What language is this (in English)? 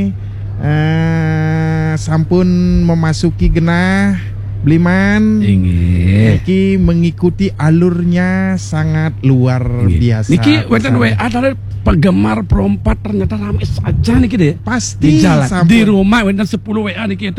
Balinese